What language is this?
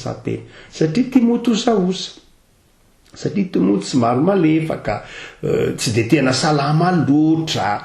Malagasy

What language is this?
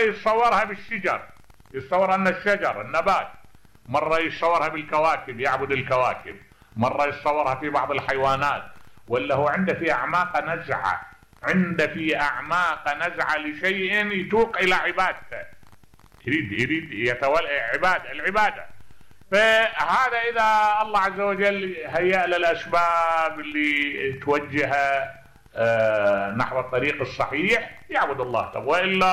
Mesopotamian Arabic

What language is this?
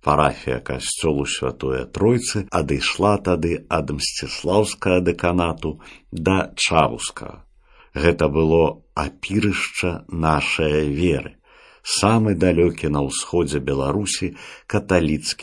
Belarusian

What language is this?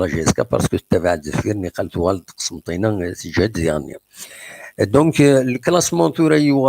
Kabyle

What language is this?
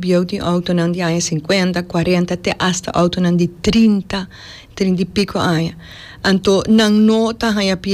Papiamento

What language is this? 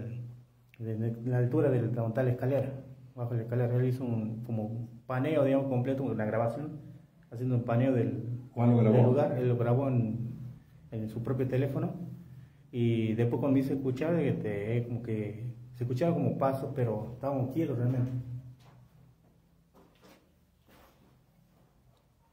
Spanish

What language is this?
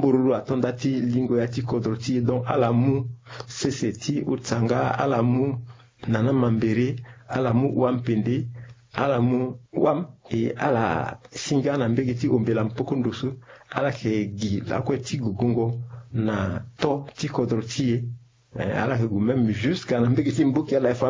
Sango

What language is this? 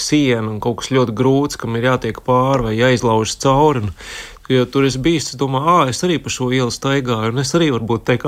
Latvian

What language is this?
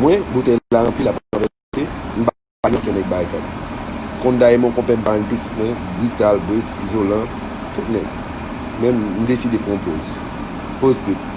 Haitian Creole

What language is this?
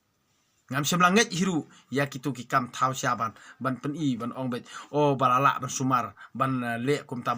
Khasi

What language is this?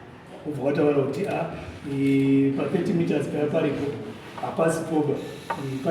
Shona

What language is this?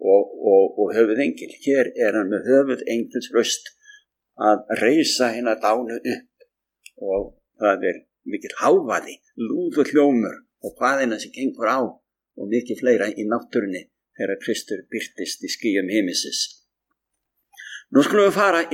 Icelandic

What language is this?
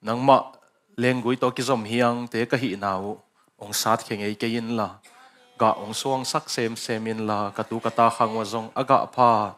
Tedim Chin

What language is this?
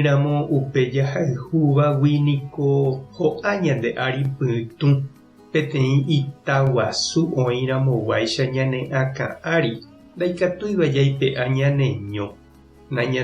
Guarani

